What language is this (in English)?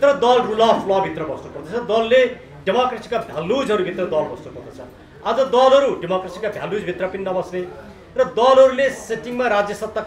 Nepali